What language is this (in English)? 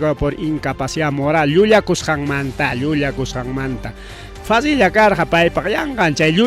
Ayacucho Quechua